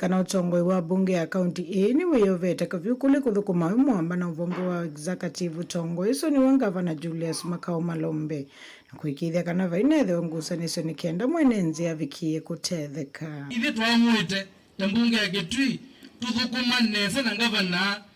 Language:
Kamba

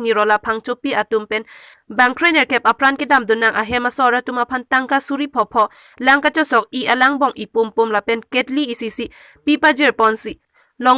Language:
Karbi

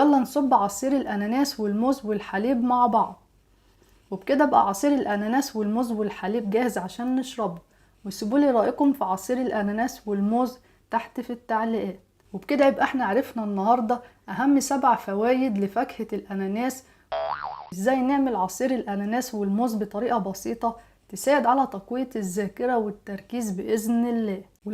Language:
Egyptian Arabic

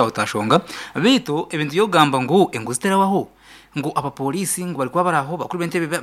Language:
Nyankole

